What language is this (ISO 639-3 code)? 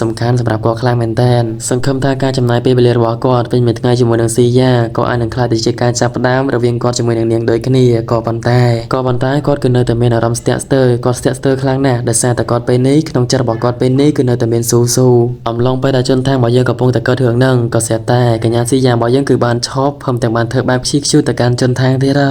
khm